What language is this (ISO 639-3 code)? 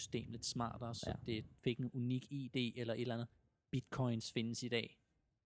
dan